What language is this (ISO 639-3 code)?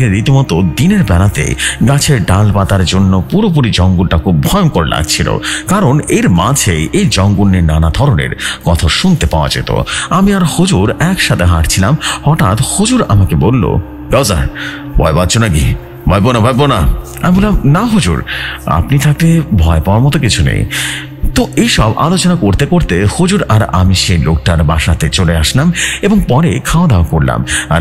ben